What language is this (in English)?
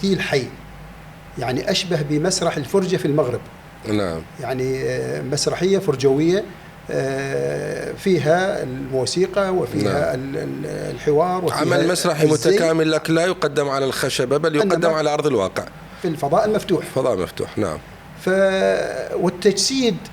Mesopotamian Arabic